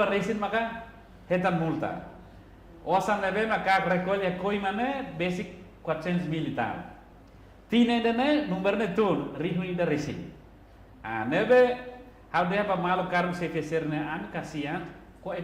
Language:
Tetum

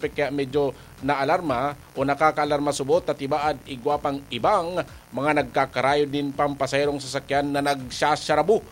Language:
Bikol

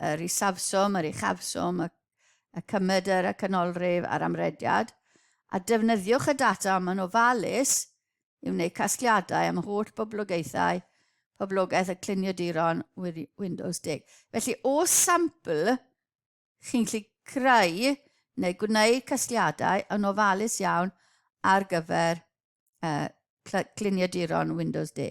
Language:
Welsh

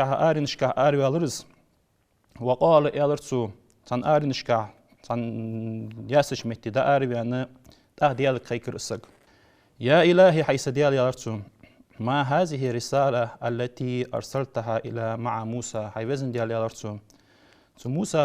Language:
Ingush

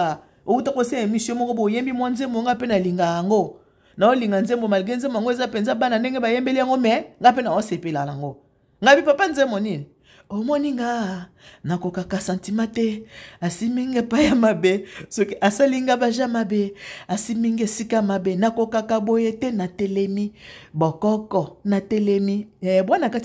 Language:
Lingala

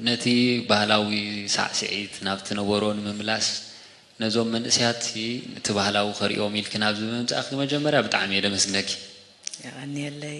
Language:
Tigrinya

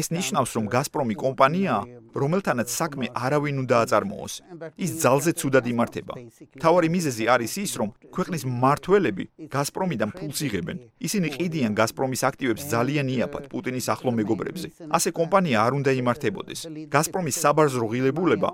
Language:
Georgian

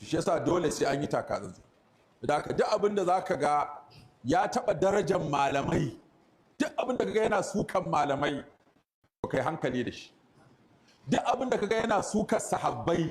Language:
Hausa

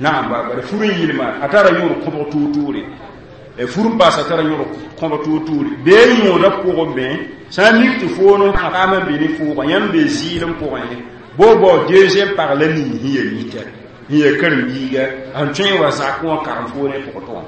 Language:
Mossi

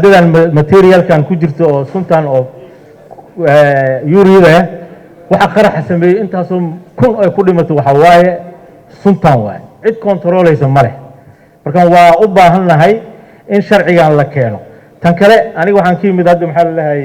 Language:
Somali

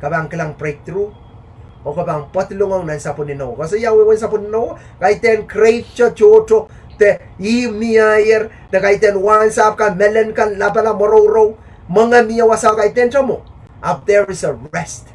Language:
Pohnpeian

